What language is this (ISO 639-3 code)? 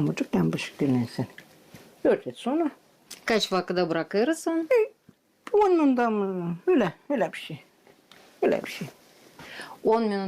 gag